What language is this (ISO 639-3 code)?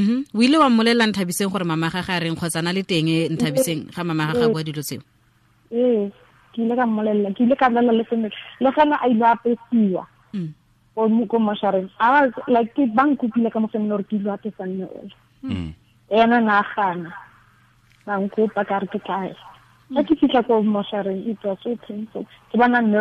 tsn